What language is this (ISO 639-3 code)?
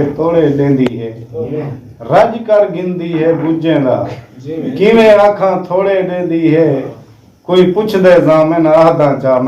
skr